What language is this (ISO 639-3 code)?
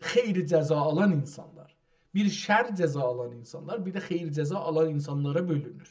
azb